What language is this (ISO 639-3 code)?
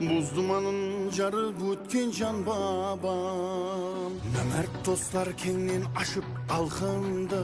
kaa